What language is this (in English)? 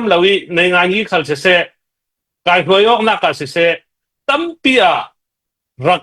Falam Chin